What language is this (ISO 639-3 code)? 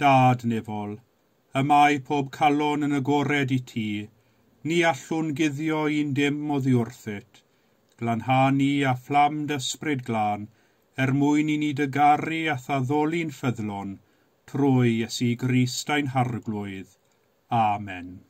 cym